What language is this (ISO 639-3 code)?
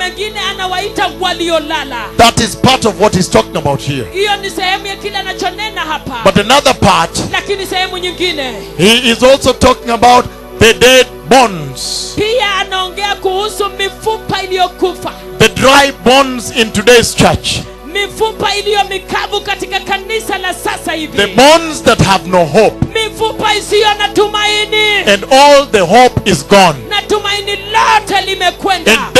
swa